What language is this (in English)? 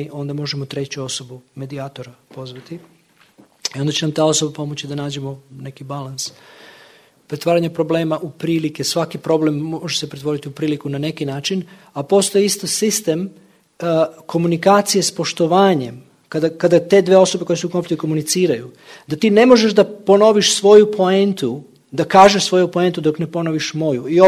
Serbian